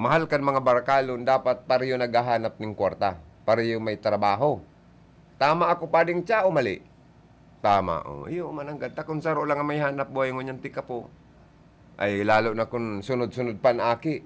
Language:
Bikol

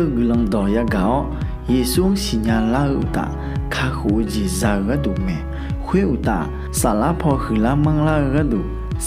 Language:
Akha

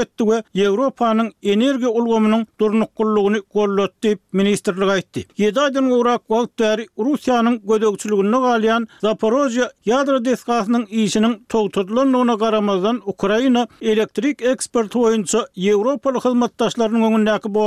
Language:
Turkmen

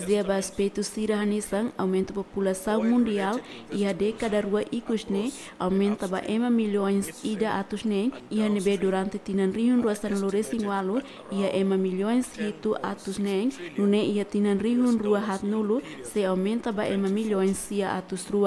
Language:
Tetum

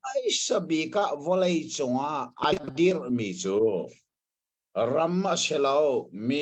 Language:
Hakha Chin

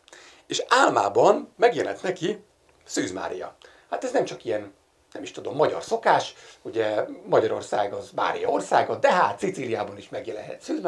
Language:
Hungarian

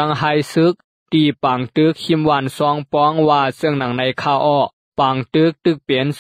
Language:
Lao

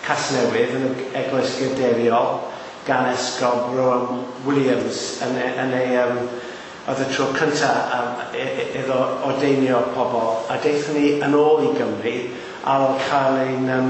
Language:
Welsh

